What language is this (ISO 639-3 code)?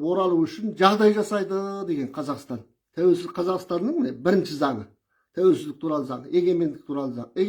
kaz